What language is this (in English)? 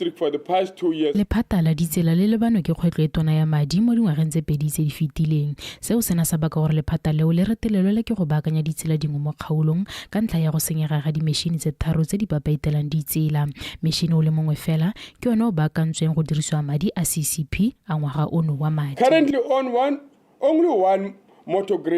Tswana